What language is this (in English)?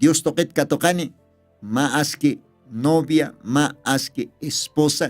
Aymara